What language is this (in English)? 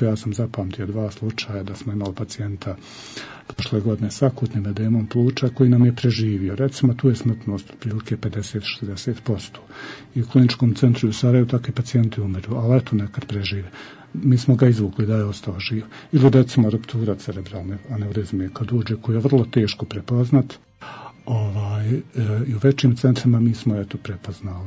Bosnian